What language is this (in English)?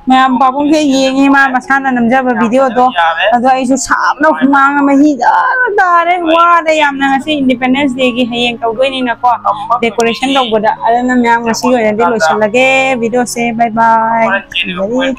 Manipuri